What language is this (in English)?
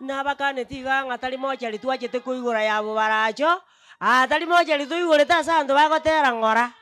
Gusii